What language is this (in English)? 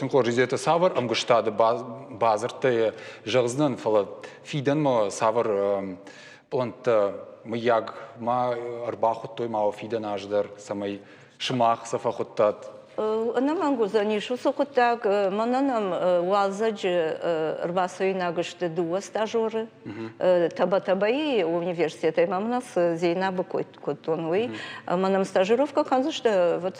Ossetic